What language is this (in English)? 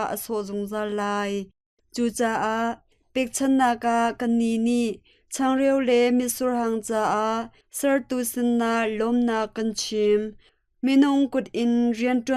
Hakha Chin